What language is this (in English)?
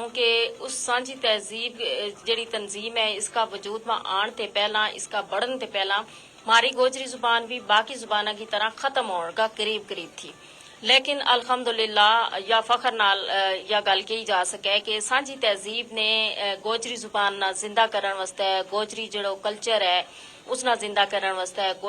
Gujari